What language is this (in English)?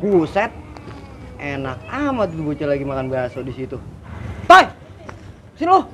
Betawi